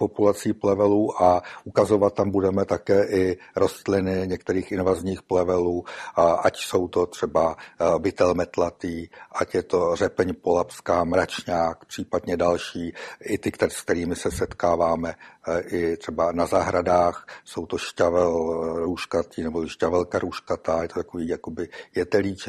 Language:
Czech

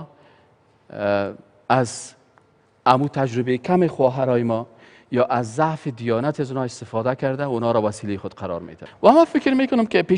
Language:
Persian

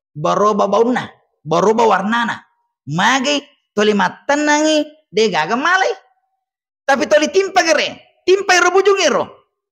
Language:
Buginese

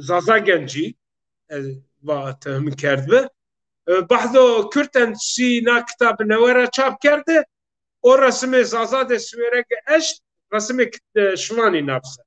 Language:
Zaza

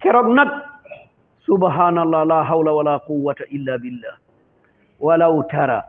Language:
Wolof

